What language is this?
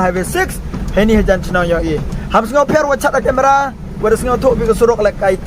Khasi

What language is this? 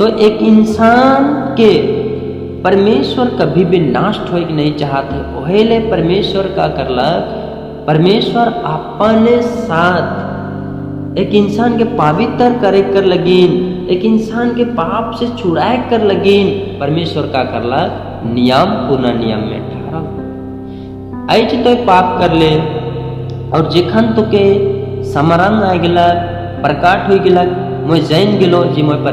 Sadri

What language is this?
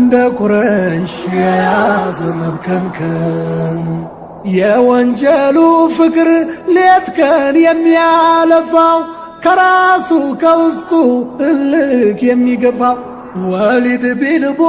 Amharic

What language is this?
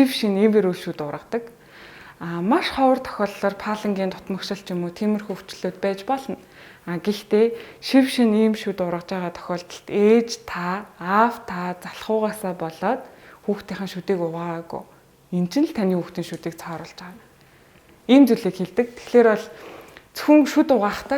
Mongolian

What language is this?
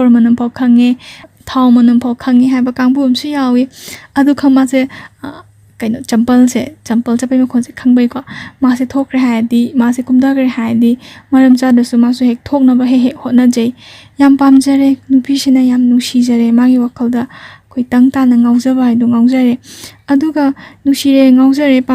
Manipuri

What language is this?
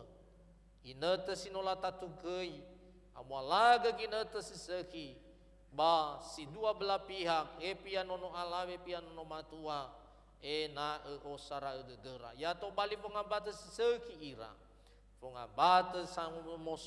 Nias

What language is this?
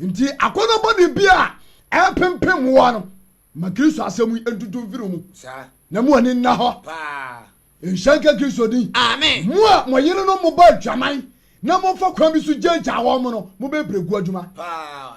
Akan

